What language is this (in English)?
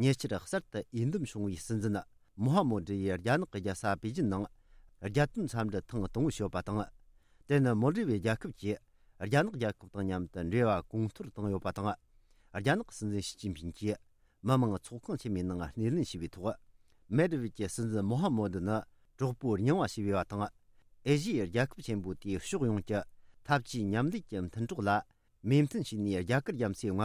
Tibetan